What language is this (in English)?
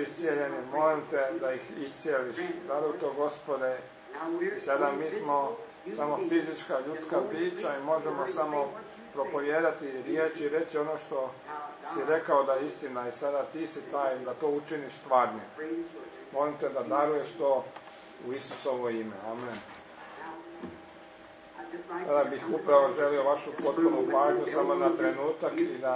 Croatian